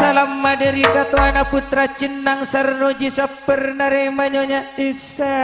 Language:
Madurese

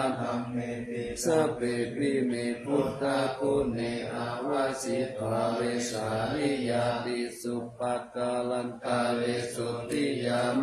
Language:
Pali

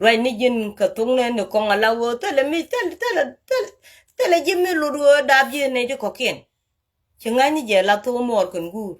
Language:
Nuer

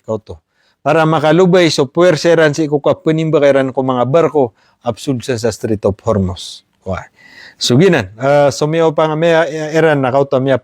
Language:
Maranao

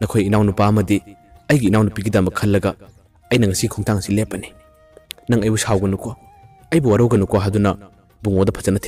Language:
Manipuri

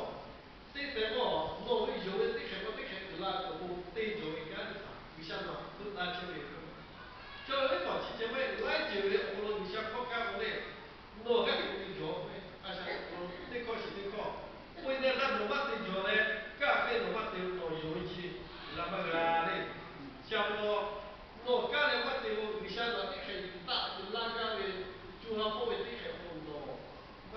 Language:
Lahu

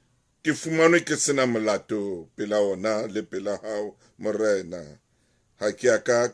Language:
Southern Sotho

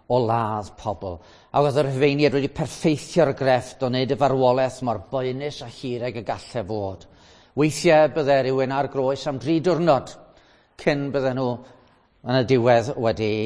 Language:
Welsh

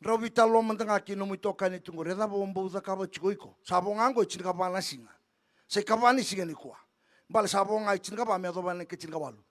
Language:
Fijian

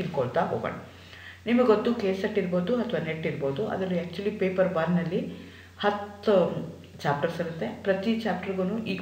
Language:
Kannada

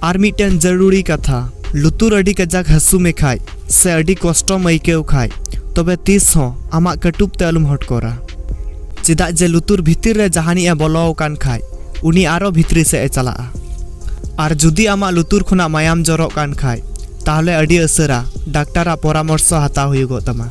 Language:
Santali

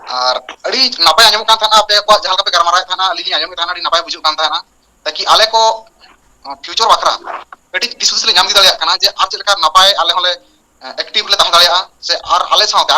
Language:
Santali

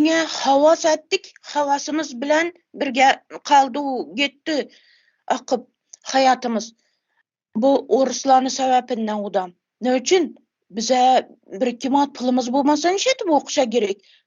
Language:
Turkmen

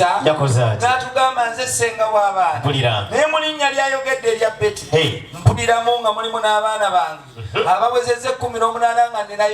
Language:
Ganda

